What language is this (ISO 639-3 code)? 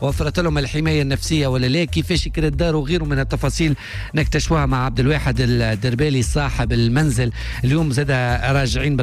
aeb